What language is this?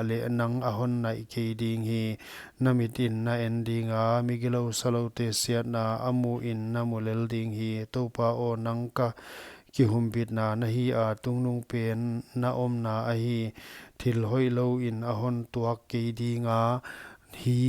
Paite Chin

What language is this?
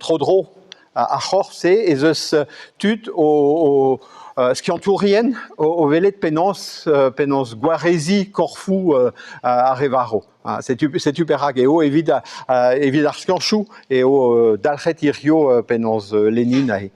Breton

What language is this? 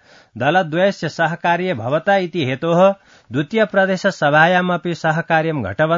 Sanskrit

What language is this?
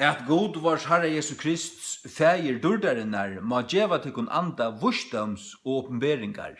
Faroese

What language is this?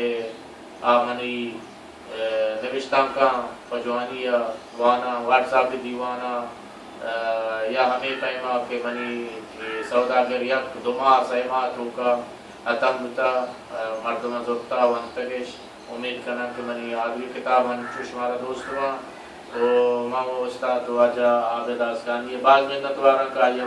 Baluchi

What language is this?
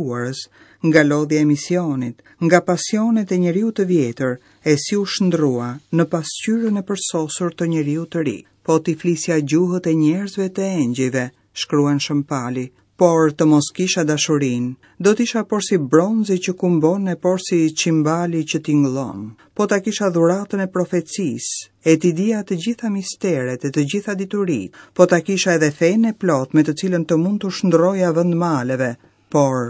Albanian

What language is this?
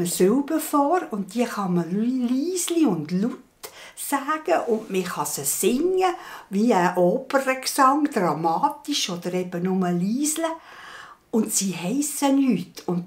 Swiss German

